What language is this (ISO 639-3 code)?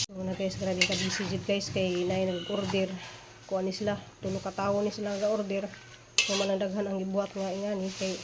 ceb